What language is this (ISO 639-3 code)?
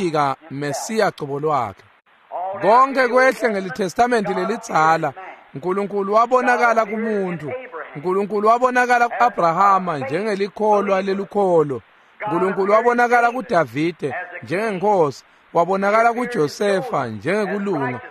ssw